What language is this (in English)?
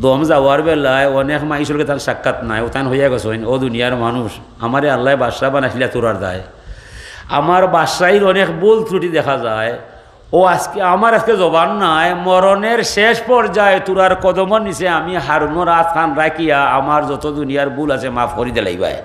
Sylheti